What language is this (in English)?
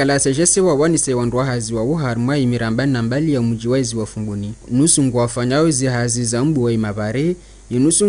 Ngazidja Comorian